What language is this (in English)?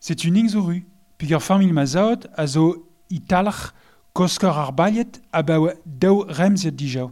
Breton